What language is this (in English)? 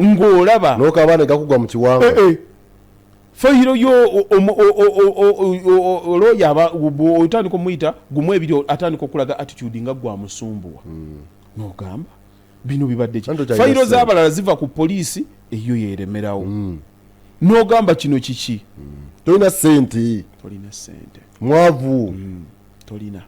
Ganda